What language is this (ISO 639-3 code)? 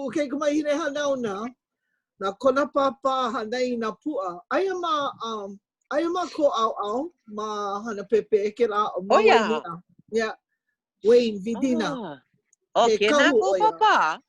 haw